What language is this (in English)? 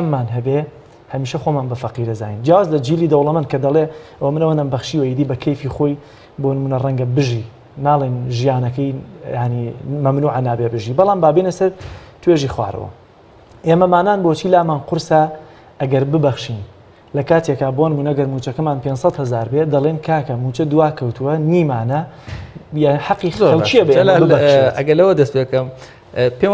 Central Kurdish